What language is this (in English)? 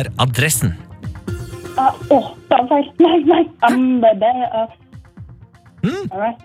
Norwegian